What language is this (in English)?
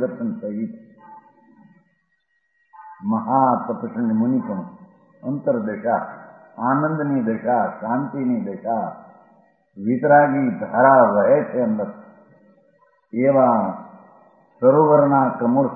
Gujarati